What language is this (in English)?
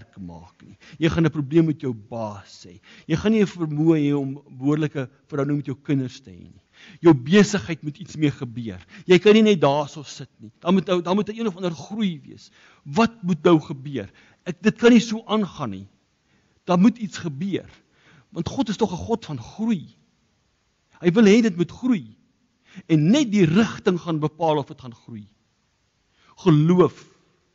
Afrikaans